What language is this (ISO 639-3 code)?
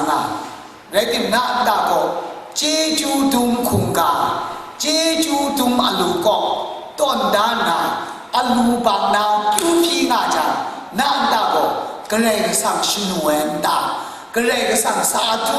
kac